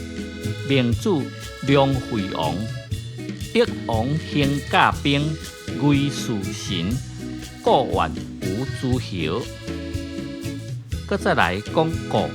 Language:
Min Nan Chinese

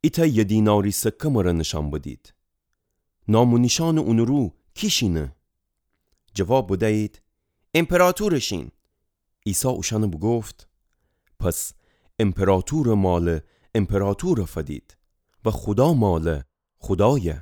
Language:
Gilaki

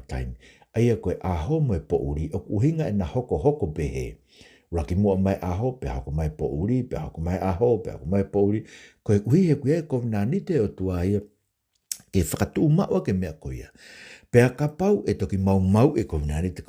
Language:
Tongan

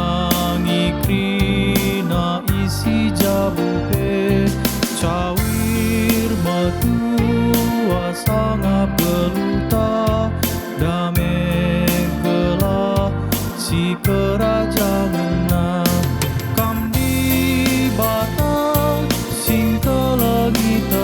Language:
Batak Karo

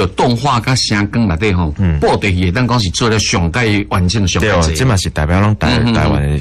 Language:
Min Nan Chinese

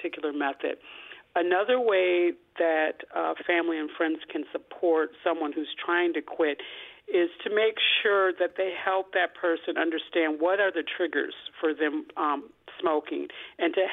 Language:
English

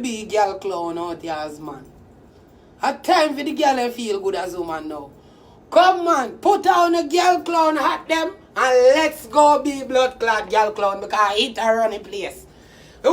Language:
Jamaican Creole English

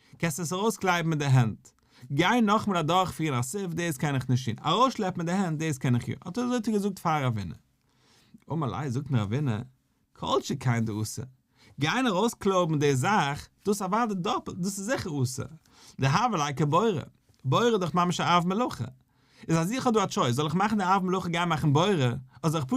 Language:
Yiddish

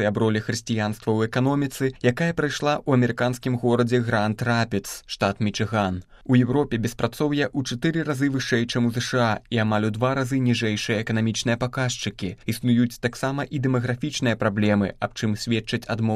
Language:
Belarusian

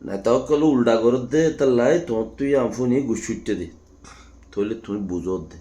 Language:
Rohingya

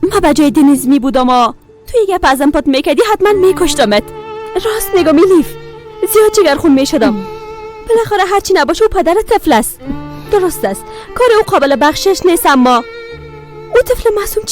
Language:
Persian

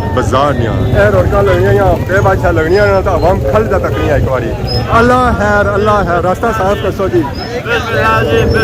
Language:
Pahari-Potwari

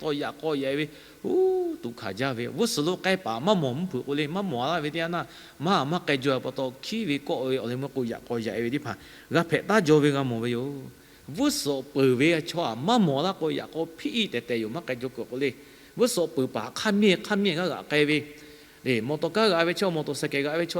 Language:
Lahu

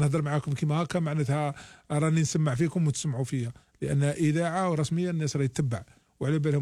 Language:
Algerian Arabic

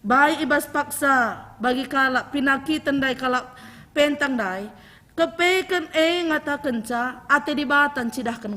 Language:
Batak Karo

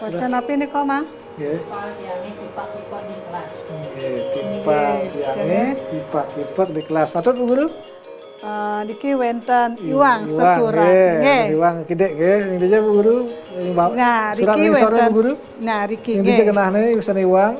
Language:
Balinese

